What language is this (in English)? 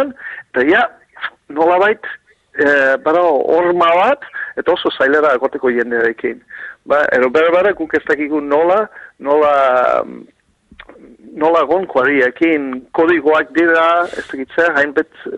Basque